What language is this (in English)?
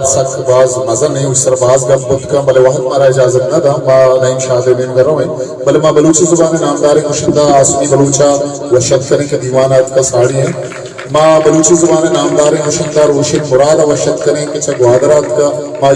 Eastern Balochi